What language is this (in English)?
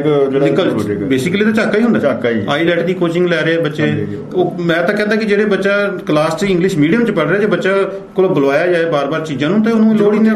Punjabi